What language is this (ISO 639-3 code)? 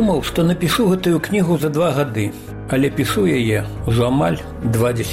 bel